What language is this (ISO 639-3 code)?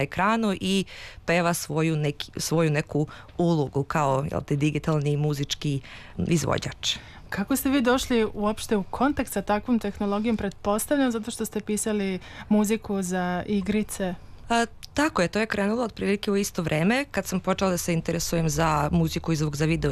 srp